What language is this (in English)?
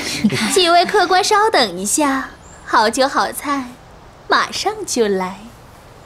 Chinese